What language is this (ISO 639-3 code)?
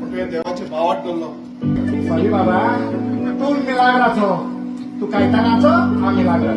kok